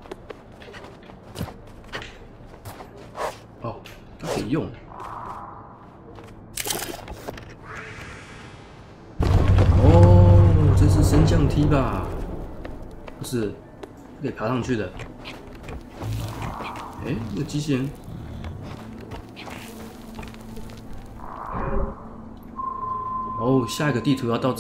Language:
Chinese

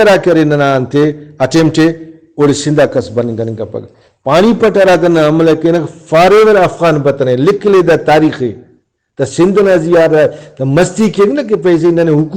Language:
Brahui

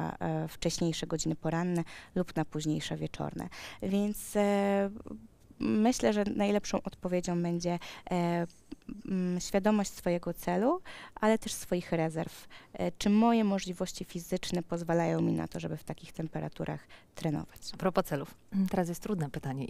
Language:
Polish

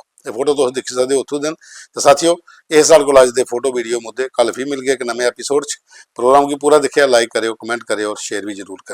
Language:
Dogri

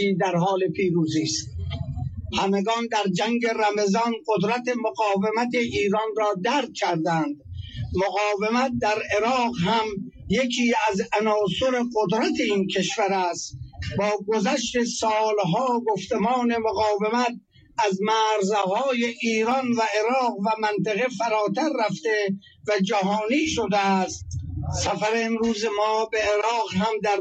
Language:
Persian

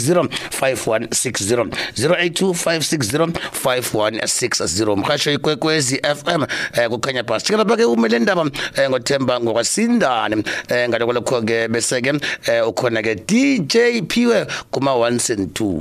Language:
South Ndebele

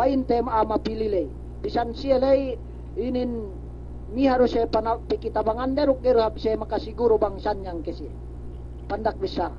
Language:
Yakan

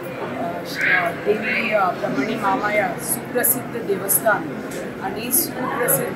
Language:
Konkani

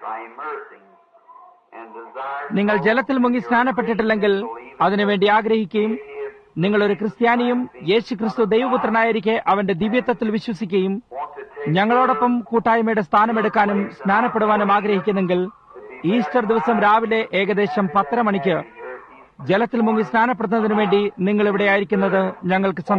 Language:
Malayalam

